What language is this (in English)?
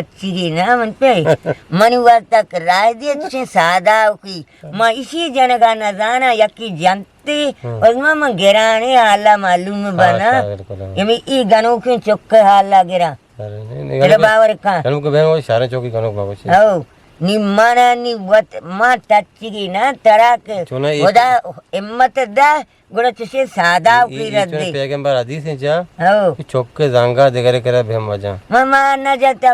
Eastern Balochi